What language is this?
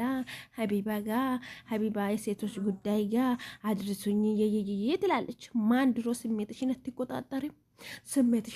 Amharic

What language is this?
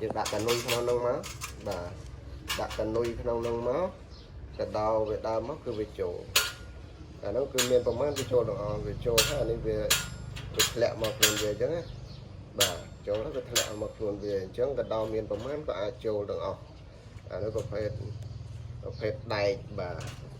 Khmer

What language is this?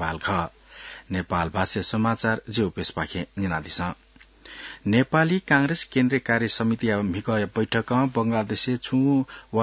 Newari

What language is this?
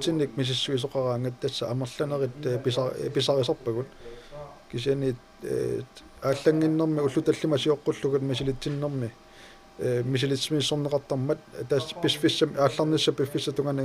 Kalaallisut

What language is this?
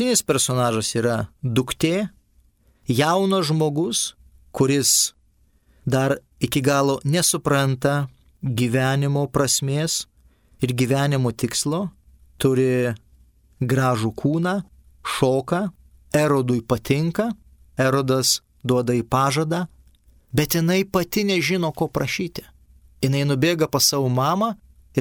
Lithuanian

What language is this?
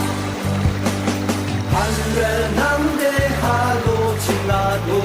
Yimchungru Naga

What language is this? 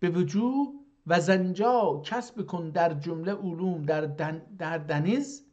South Azerbaijani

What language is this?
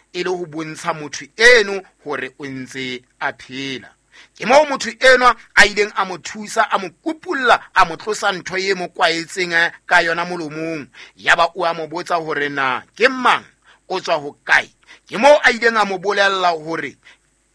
Southern Sotho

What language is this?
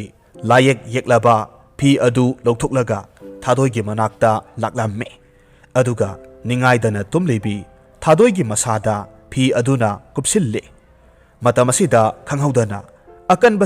Manipuri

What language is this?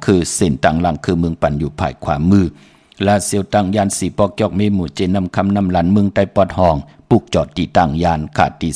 Shan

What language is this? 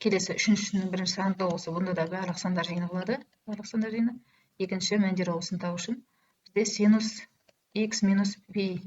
Kazakh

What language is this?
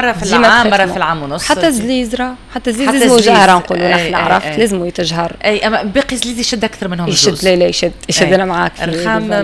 Tunisian Arabic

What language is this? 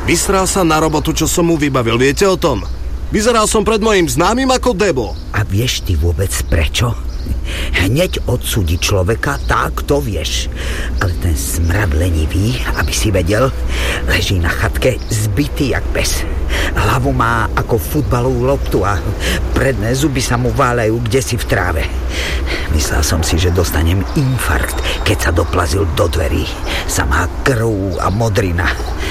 Slovak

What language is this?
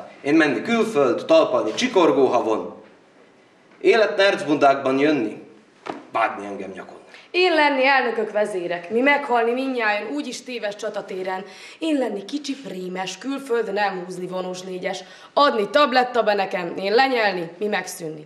Hungarian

